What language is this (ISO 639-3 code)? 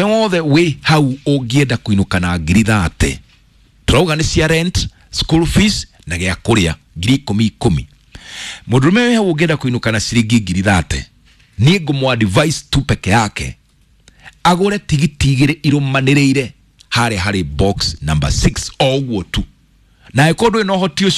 kik